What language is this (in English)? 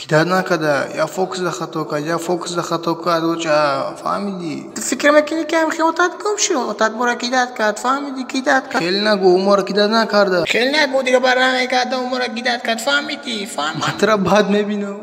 Tajik